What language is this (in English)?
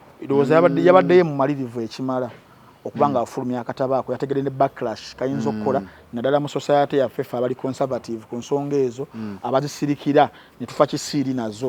Ganda